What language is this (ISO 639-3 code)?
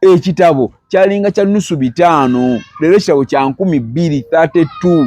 lug